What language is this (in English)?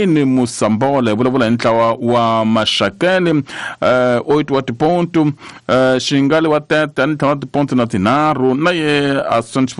Tsonga